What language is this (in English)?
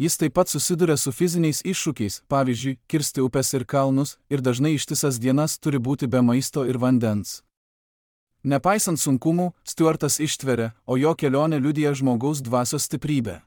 Lithuanian